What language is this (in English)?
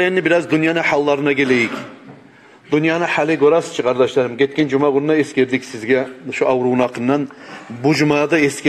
Kumyk